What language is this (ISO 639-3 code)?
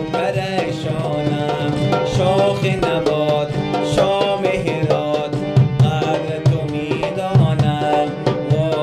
fas